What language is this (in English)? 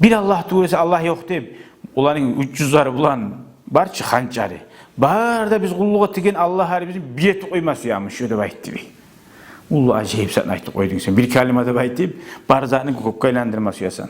Kumyk